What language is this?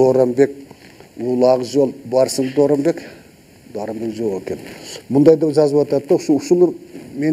Kyrgyz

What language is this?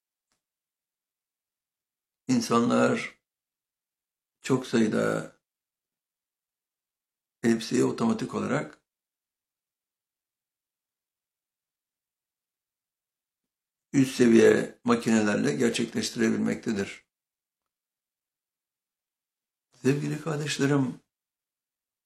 Turkish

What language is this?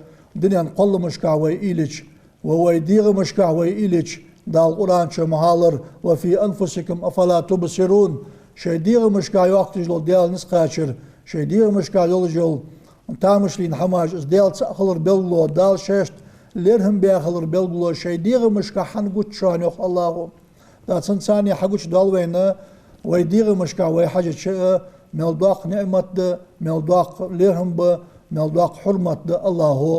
Ingush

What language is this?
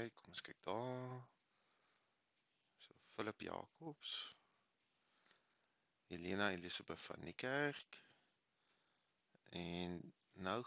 Afrikaans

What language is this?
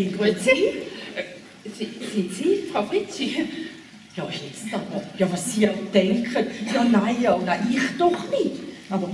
German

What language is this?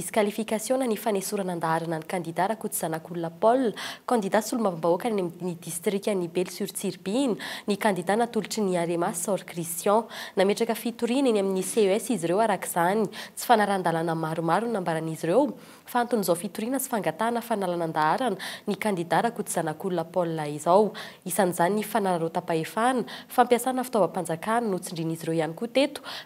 Malagasy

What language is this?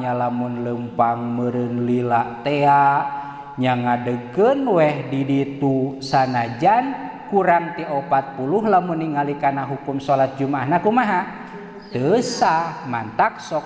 Sundanese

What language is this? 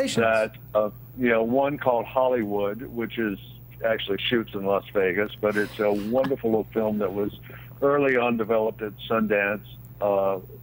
English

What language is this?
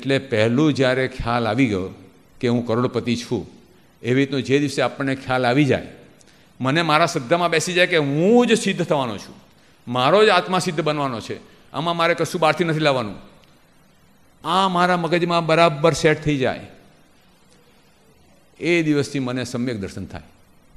Gujarati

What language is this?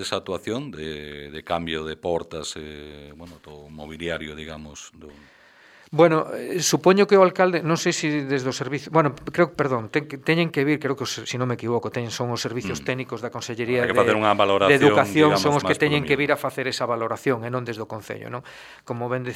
Galician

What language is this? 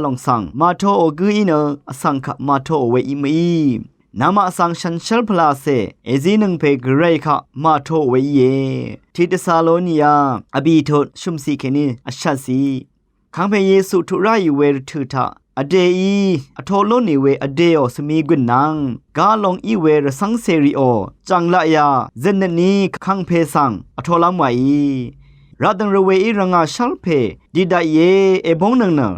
Rawang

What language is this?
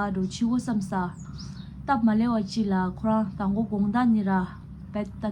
Tibetan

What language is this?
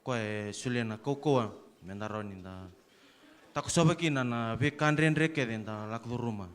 Fijian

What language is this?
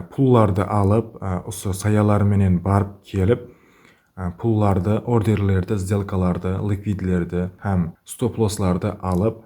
Kara-Kalpak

